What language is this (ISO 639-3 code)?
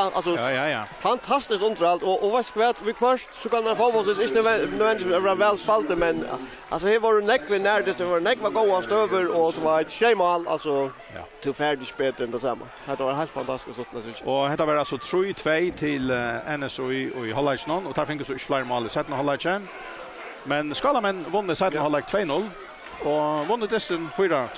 fao